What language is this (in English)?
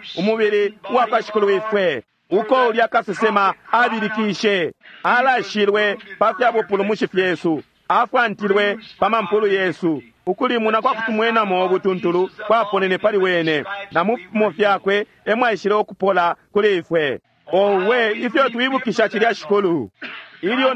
Bemba